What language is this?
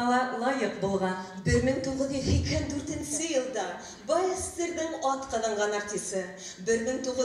Bashkir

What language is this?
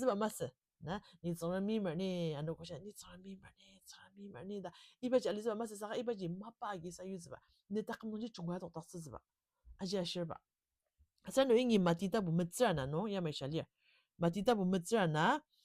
Ao Naga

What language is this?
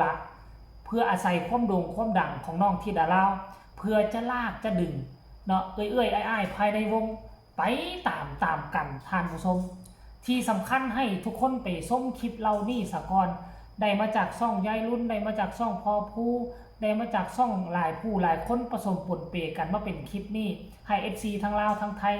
Northeastern Thai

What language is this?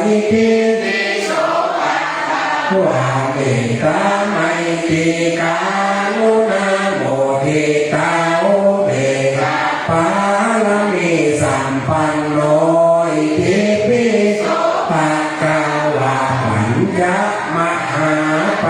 Pali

